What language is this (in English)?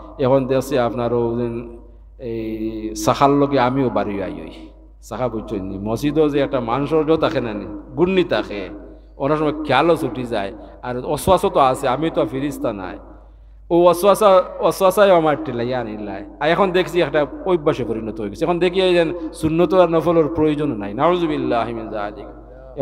Sylheti